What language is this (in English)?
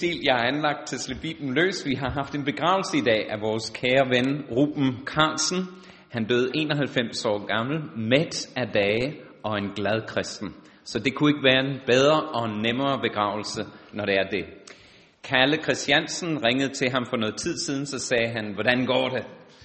Danish